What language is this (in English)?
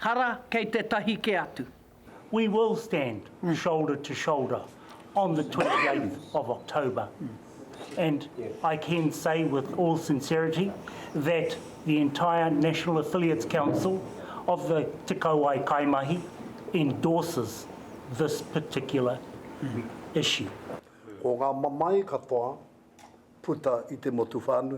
Māori